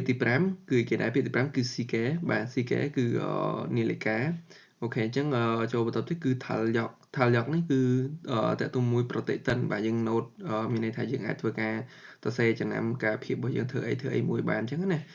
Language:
Khmer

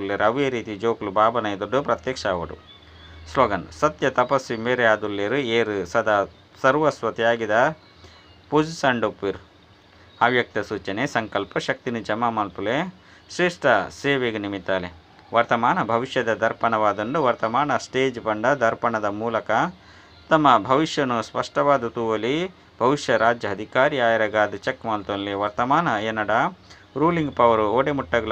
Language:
Tulu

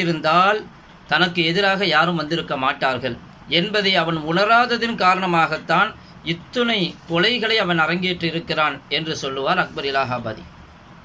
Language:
Tamil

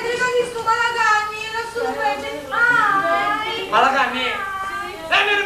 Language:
Sicilian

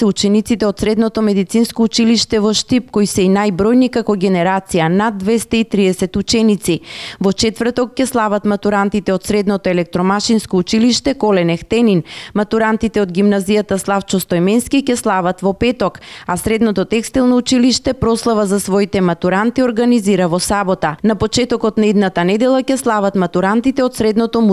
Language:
Macedonian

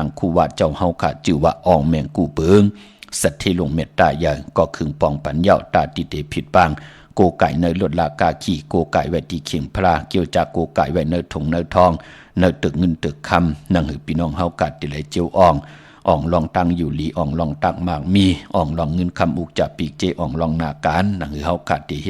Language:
Shan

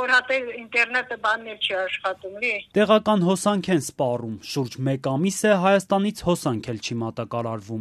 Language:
Armenian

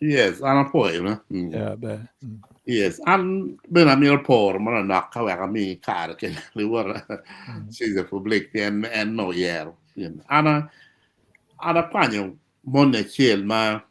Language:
Acoli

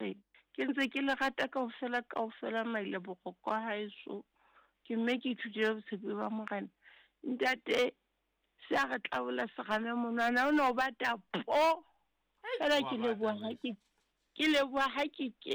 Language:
Southern Sotho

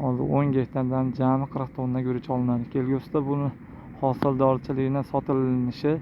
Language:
Uzbek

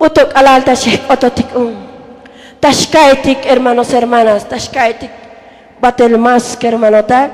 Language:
Tzotzil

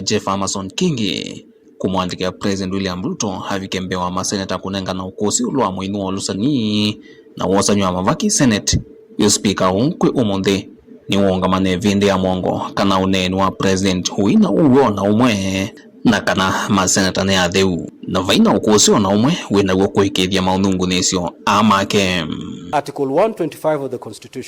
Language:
Kamba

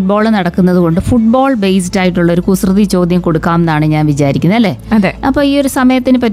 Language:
Malayalam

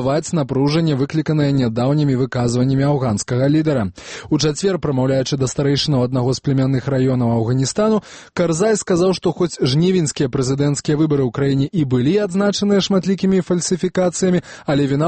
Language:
Belarusian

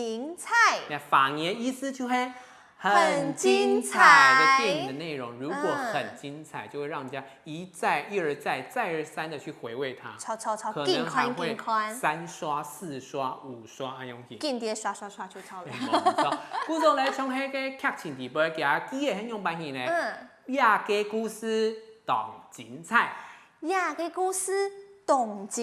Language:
Hakka Chinese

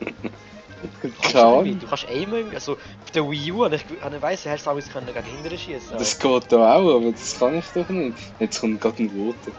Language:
Swiss German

